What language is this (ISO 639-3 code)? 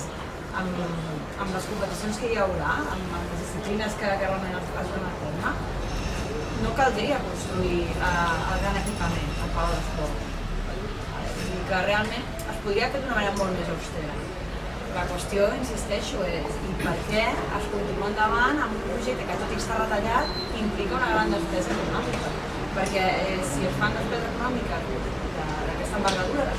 cat